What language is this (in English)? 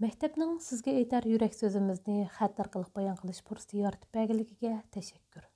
Uyghur